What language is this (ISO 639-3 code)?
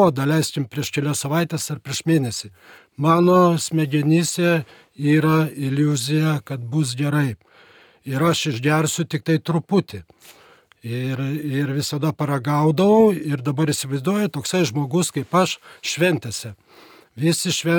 lit